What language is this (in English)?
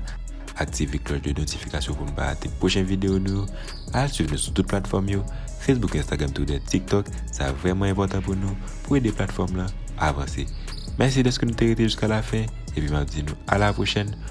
Haitian Creole